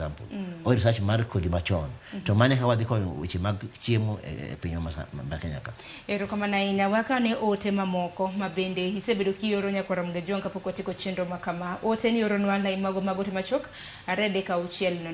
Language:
Luo (Kenya and Tanzania)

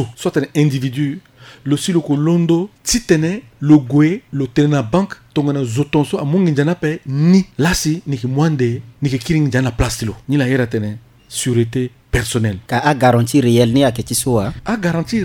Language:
Sango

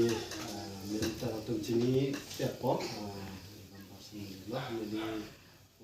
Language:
Karbi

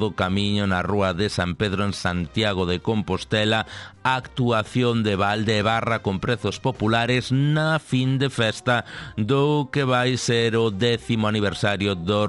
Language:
Galician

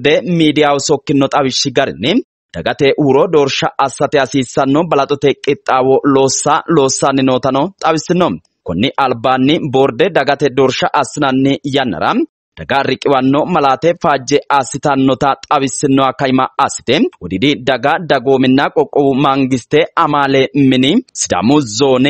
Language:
Sidamo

